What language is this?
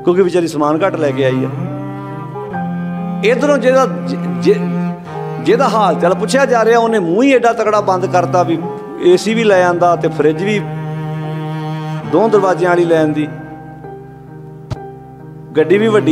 Punjabi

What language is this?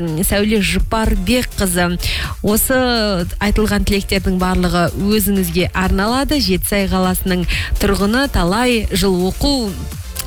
Kazakh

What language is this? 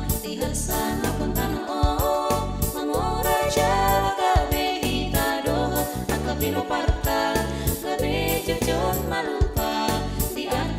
Batak Toba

